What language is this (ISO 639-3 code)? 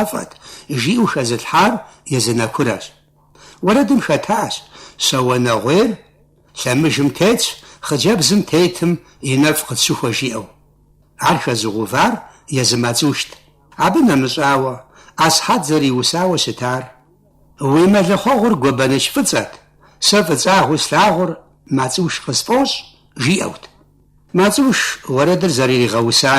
kbd